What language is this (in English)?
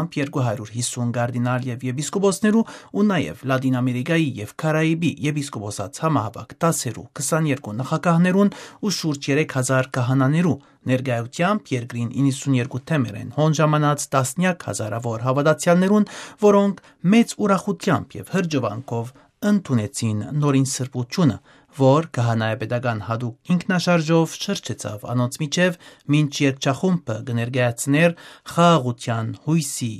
Armenian